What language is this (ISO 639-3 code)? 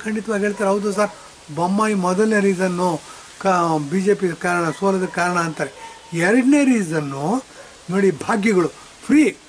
kan